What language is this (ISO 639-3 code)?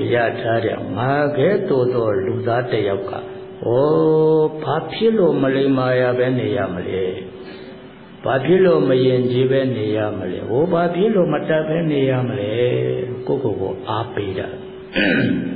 mya